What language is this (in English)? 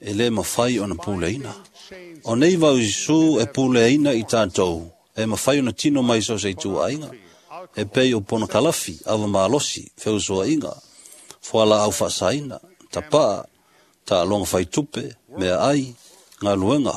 Samoan